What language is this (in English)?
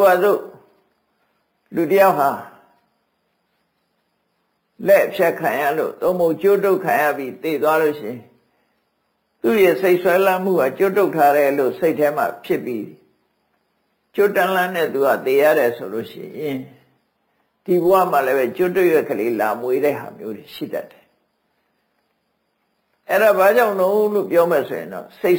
Burmese